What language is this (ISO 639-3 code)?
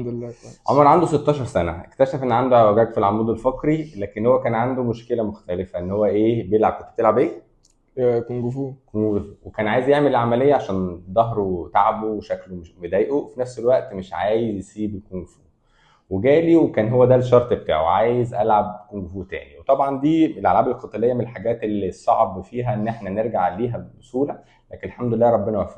arz